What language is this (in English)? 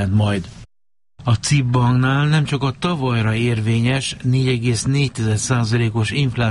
Hungarian